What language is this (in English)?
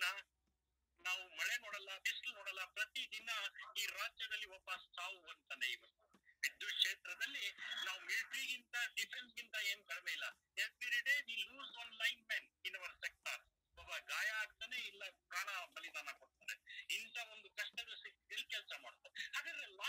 Kannada